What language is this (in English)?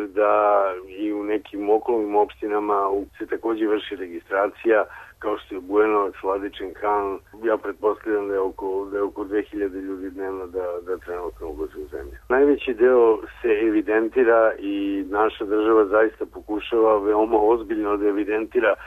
Serbian